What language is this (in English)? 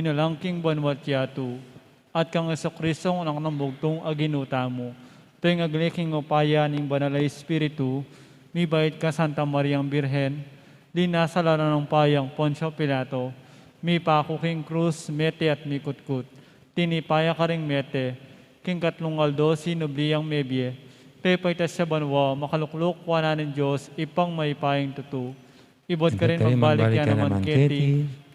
Pampanga